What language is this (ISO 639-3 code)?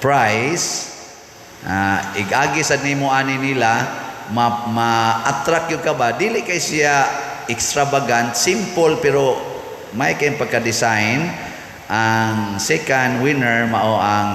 ceb